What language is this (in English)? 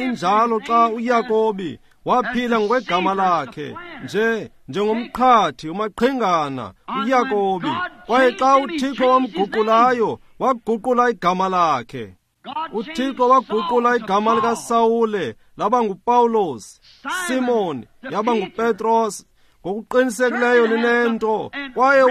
Xhosa